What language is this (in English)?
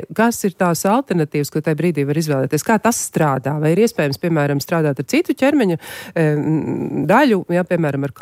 Latvian